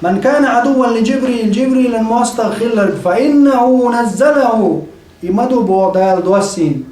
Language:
Chechen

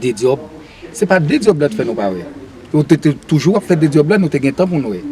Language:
Haitian Creole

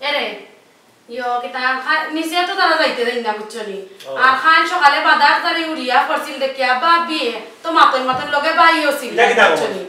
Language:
Sylheti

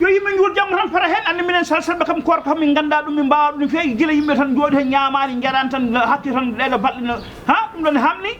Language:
Fula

